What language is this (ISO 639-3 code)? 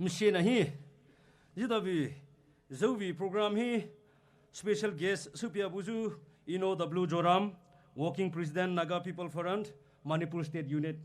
pmx